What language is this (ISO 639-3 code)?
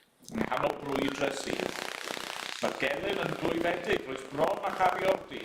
cym